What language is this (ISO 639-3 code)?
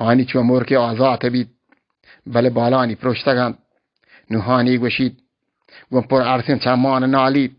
bal